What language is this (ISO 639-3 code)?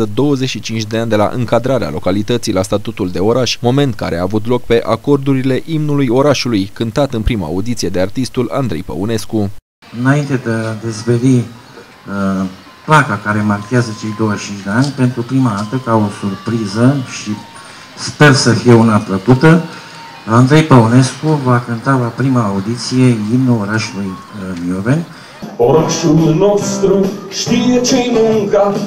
ron